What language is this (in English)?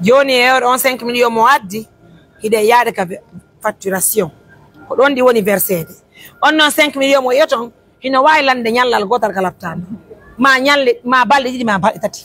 Pular